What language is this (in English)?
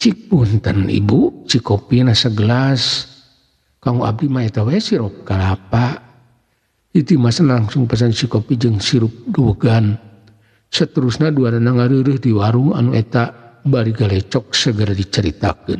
Sundanese